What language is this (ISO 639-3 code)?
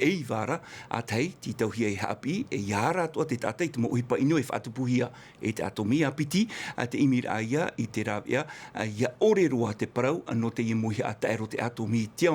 tah